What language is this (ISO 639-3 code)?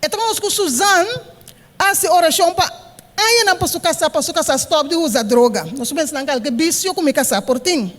pap